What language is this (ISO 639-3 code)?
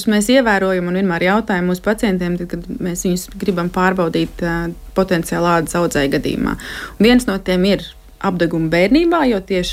lav